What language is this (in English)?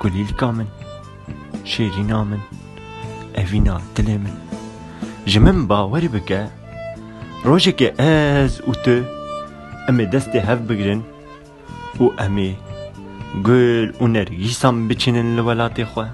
Kurdish